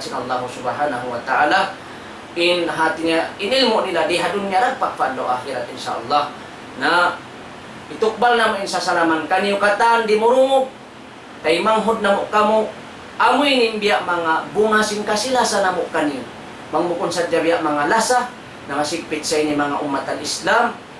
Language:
Tausug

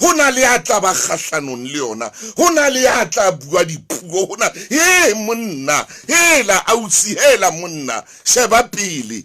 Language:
Southern Sotho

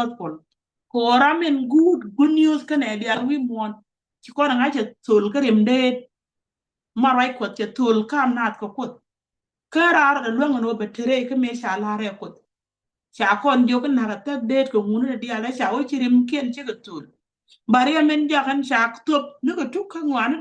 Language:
Nuer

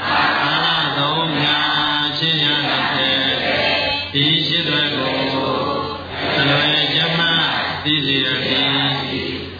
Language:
Burmese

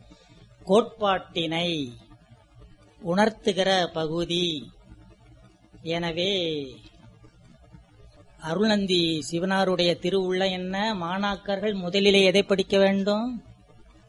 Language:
Tamil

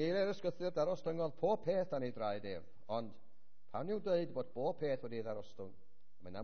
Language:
Welsh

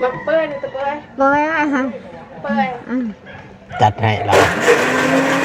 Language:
Northeastern Thai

